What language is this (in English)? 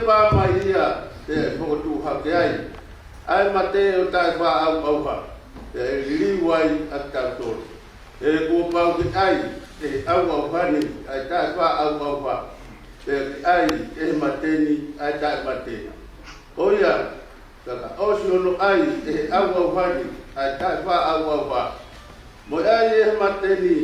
Tongan